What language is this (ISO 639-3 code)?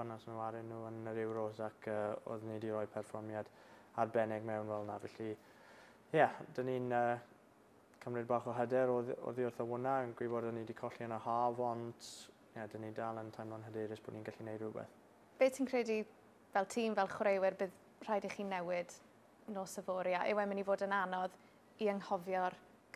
cym